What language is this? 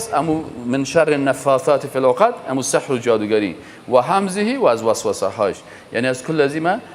Persian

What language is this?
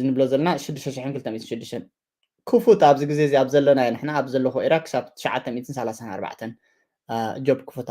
Tigrinya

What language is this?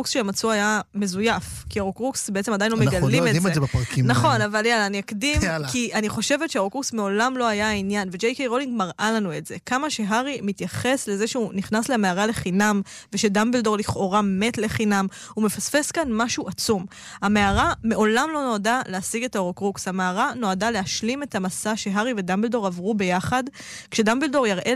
Hebrew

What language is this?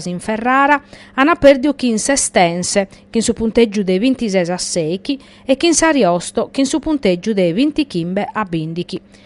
Sardinian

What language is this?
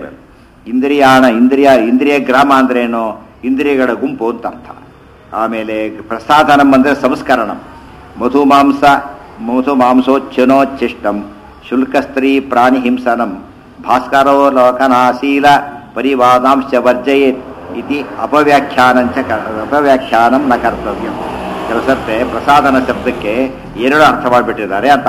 Kannada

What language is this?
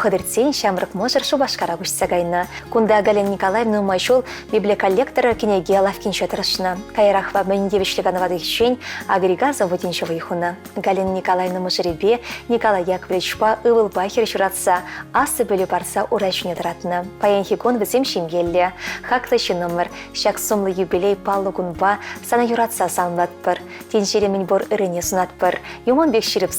Chuvash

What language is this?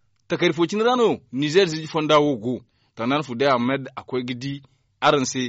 Zarma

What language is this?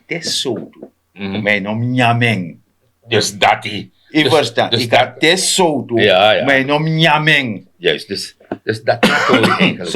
Sranan Tongo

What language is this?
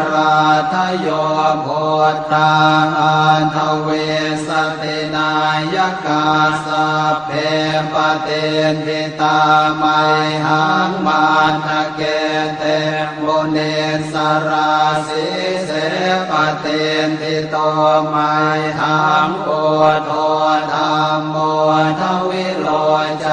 Pali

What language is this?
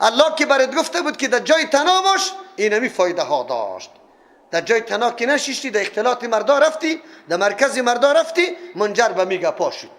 Persian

